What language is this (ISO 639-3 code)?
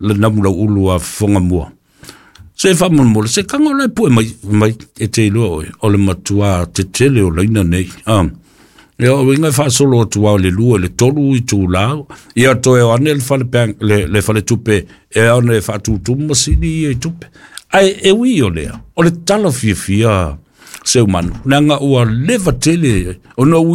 smo